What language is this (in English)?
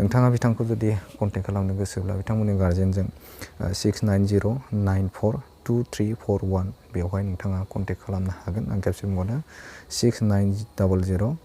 Bodo